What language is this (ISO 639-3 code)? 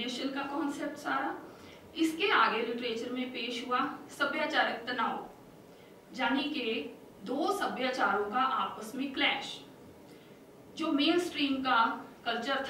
hin